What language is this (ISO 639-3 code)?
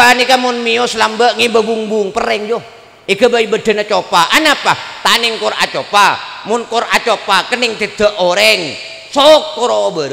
mad